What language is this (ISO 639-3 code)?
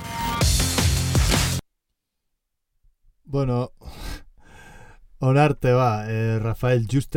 eus